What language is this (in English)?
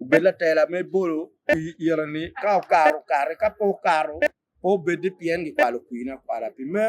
Acoli